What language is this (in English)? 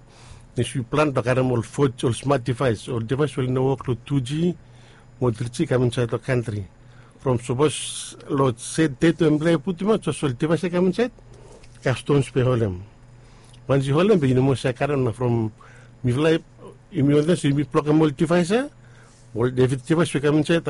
Bislama